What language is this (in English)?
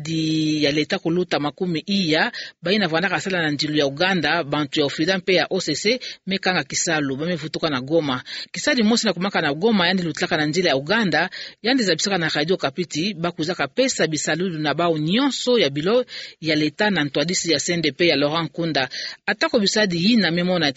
Kituba (Democratic Republic of Congo)